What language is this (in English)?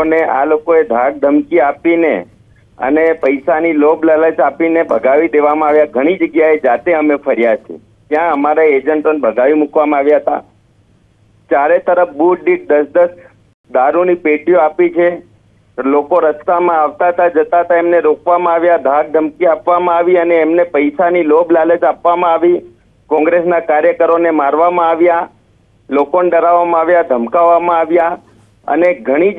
Gujarati